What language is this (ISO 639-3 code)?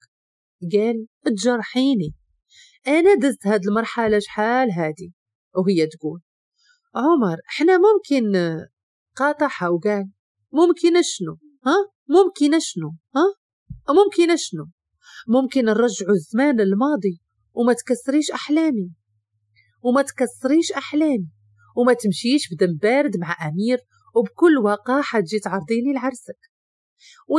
ary